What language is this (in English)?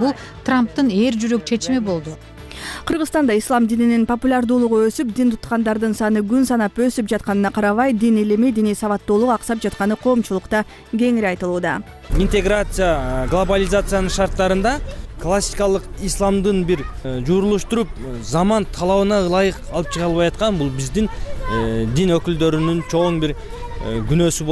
Kyrgyz